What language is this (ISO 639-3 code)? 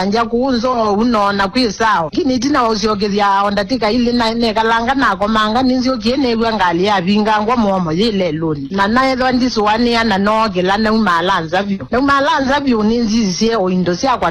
kam